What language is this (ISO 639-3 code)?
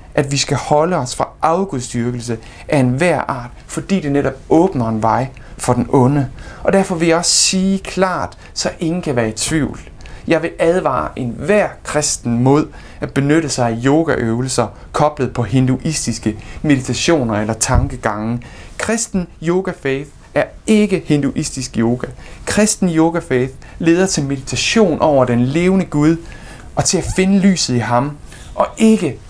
dan